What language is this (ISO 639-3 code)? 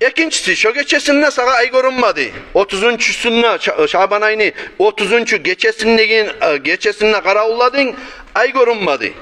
kum